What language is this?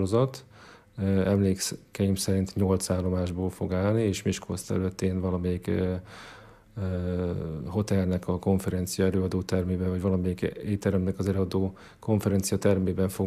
Hungarian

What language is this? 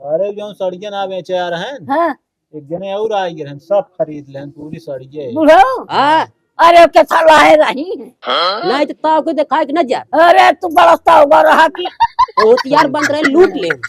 Awadhi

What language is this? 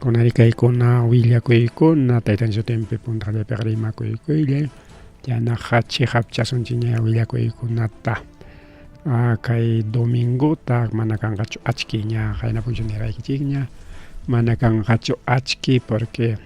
Ayacucho Quechua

